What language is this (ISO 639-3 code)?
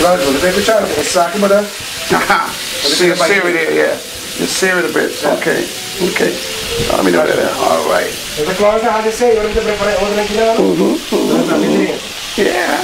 pap